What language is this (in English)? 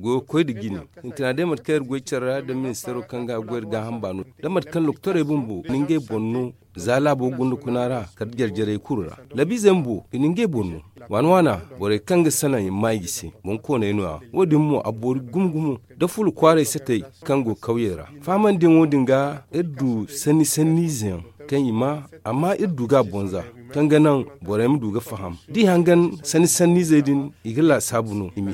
Zarma